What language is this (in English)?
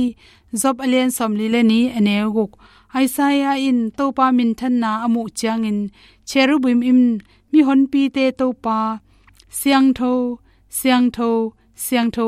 Tedim Chin